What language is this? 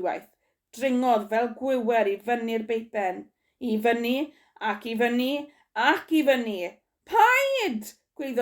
Welsh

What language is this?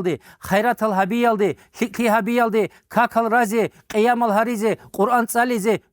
Avaric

